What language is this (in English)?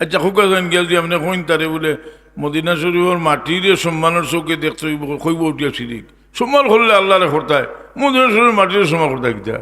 Sylheti